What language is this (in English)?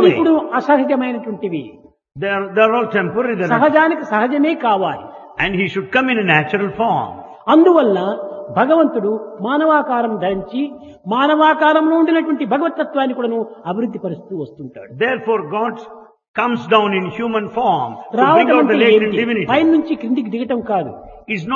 Telugu